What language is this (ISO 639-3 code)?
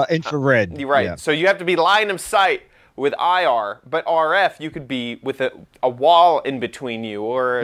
eng